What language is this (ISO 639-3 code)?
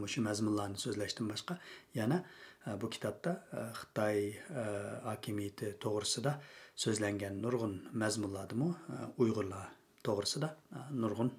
uig